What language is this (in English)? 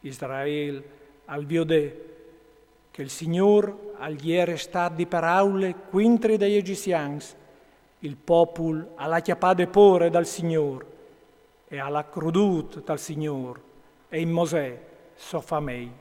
Friulian